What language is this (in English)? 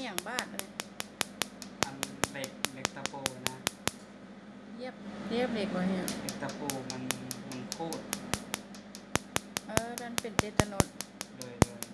Lao